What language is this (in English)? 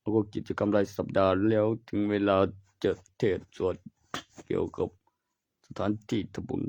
Lao